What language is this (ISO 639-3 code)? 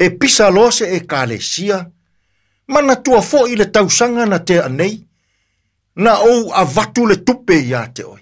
smo